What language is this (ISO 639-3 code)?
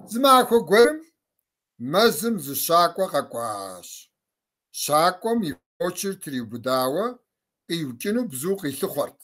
kbd